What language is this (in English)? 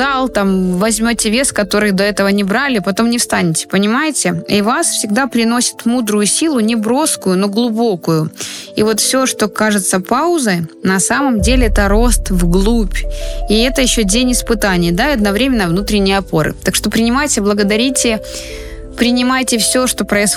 Russian